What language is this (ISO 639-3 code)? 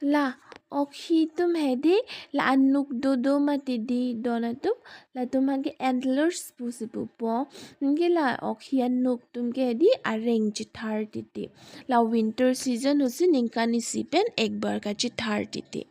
mjw